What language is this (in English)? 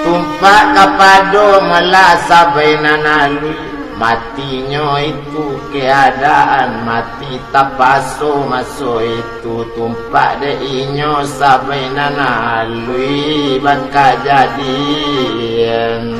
Minangkabau